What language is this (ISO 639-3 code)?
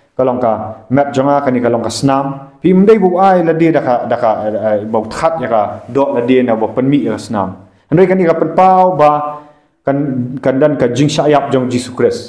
kha